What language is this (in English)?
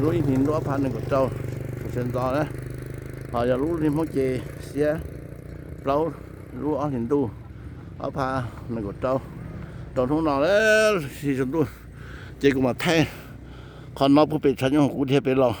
Hmong